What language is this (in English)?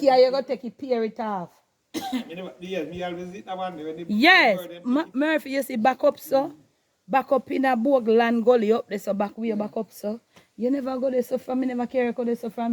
Jamaican Creole English